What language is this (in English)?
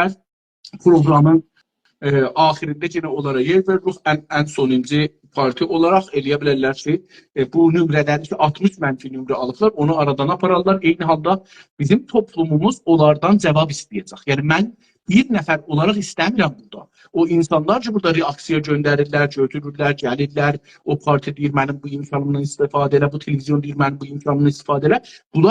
South Azerbaijani